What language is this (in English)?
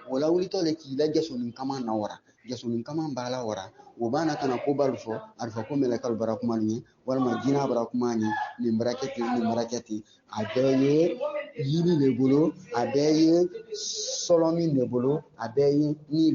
Bambara